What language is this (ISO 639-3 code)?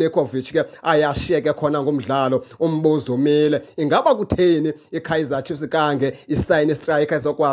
xho